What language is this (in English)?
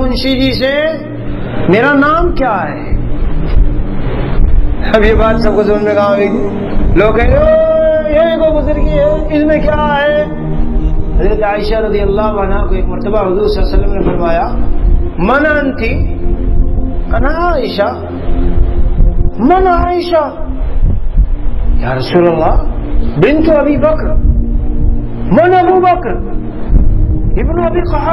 Urdu